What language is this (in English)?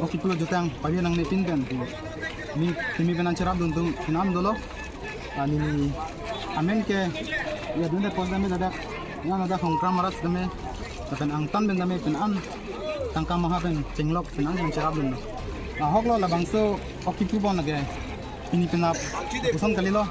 Karbi